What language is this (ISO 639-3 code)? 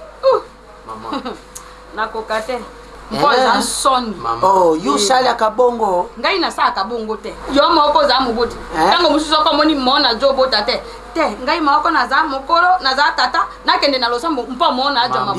lin